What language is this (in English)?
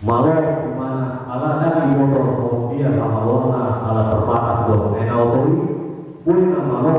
Batak Toba